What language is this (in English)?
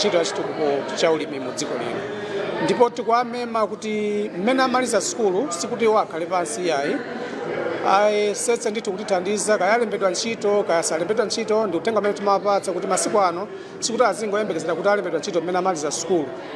Nyanja